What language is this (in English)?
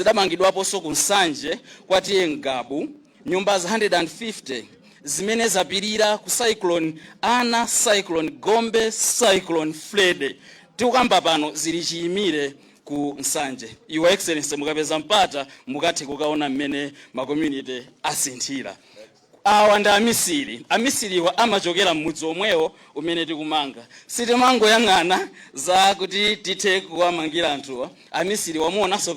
Nyanja